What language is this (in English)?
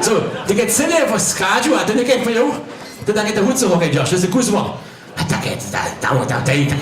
Upper Sorbian